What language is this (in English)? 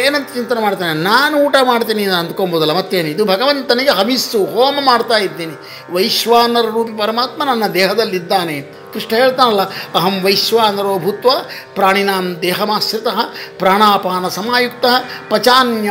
Kannada